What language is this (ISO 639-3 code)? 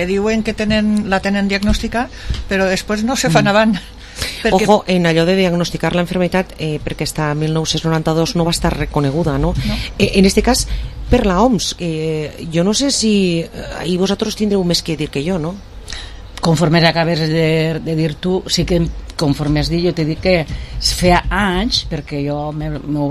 cat